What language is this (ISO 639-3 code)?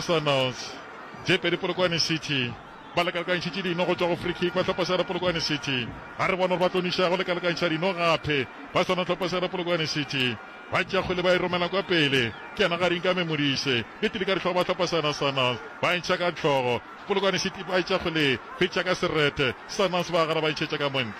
nso